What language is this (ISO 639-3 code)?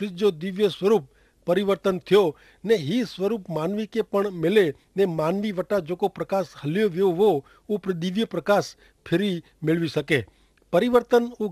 kfr